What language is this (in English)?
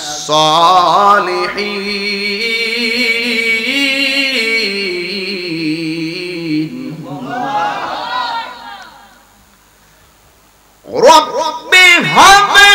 Bangla